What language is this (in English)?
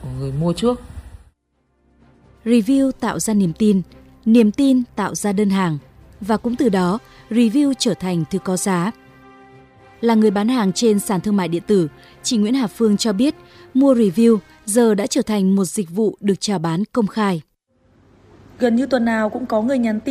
Vietnamese